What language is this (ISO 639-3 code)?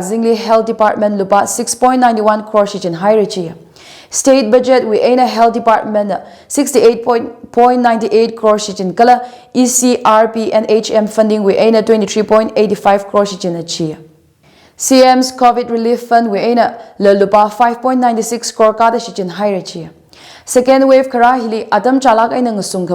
nmf